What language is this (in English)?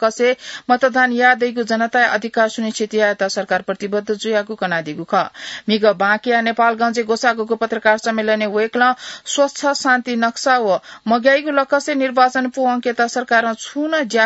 Newari